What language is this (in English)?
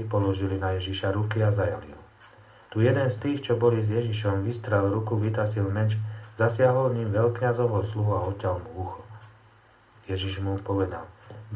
Slovak